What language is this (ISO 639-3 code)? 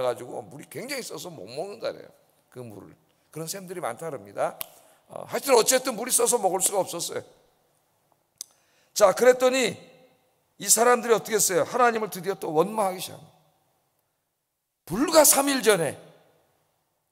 kor